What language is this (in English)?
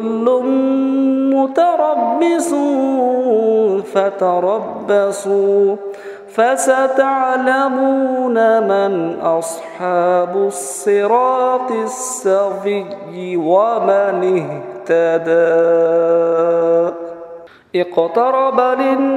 Arabic